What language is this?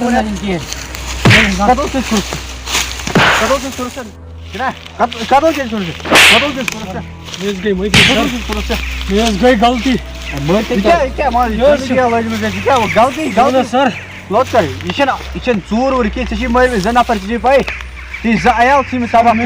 Kashmiri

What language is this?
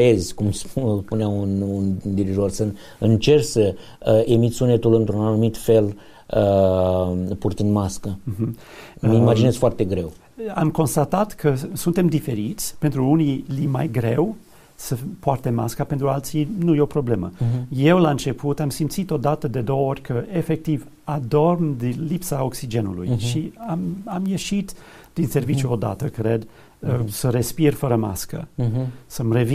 Romanian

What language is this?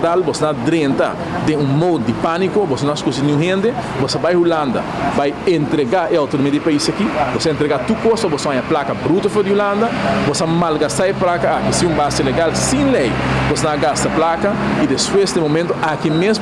Papiamento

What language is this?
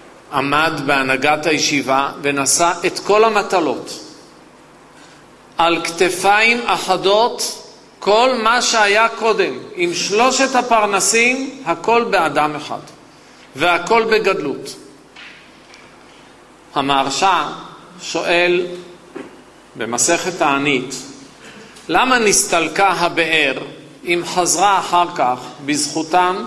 Hebrew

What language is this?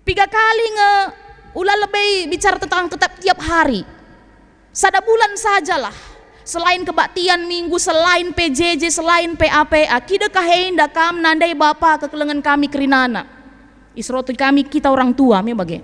Batak Karo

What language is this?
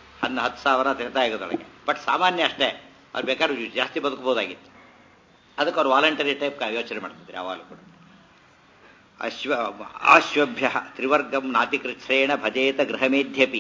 Kannada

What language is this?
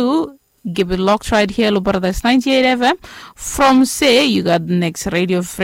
Bislama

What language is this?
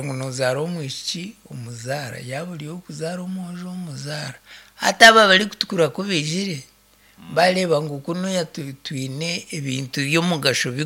Nyankole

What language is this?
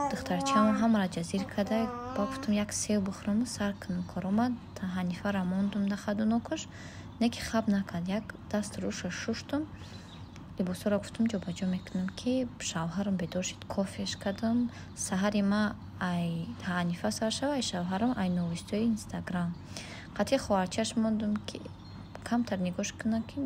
Tajik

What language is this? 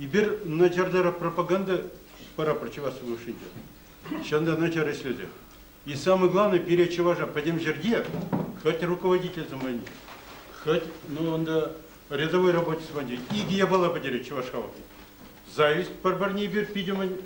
Chuvash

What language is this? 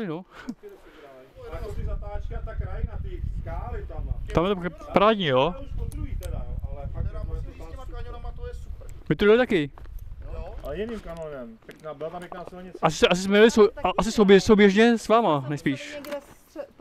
Czech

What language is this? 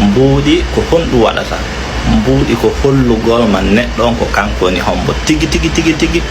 Fula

